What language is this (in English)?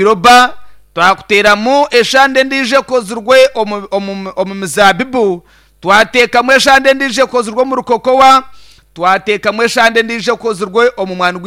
Nyankole